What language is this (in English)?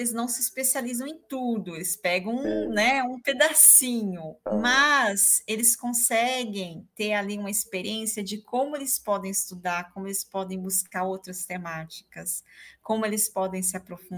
Portuguese